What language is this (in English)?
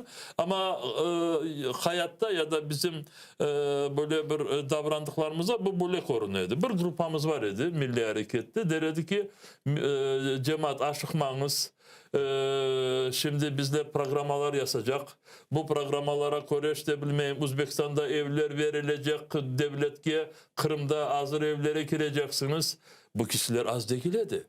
Crimean Tatar